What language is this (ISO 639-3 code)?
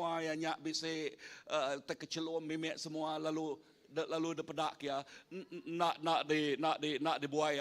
iba